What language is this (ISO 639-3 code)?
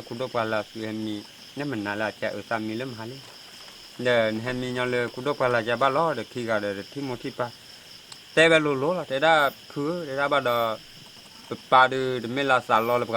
ksw